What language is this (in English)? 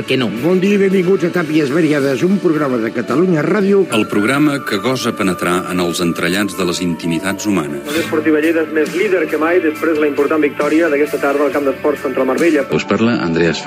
Catalan